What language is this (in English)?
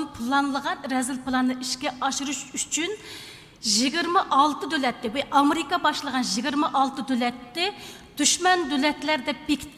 Uyghur